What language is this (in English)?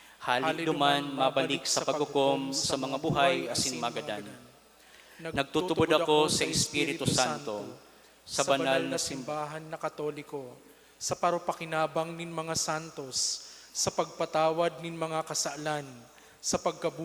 Bikol